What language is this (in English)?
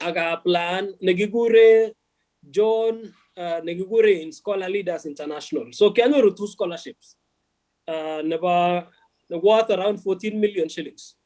Kalenjin